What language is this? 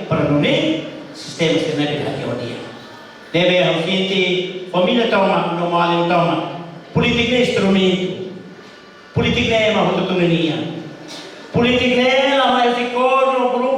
Tetum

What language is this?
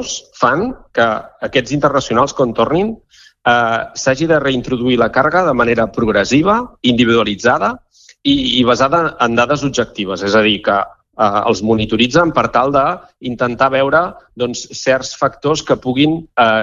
Catalan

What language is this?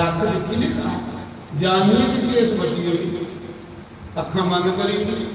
Dogri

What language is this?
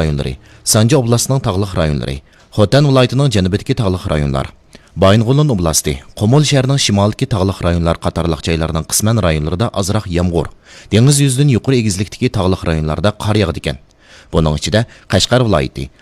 Uyghur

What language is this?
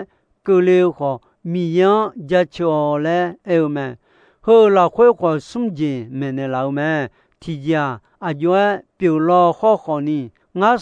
Akha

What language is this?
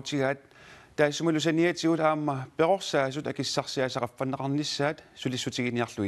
Kalaallisut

